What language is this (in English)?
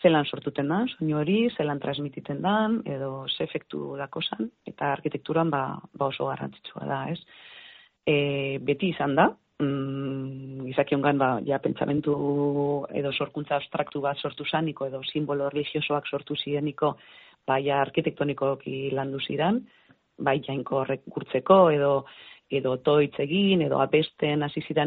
Basque